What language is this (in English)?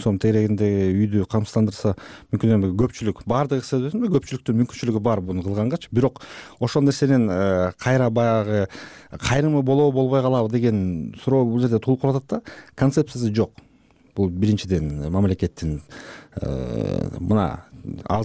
Kyrgyz